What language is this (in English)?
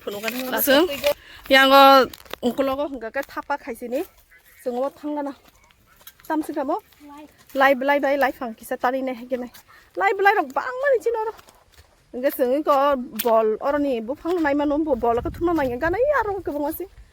Kok Borok